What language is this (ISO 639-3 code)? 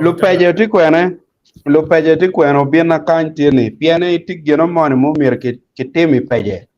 ach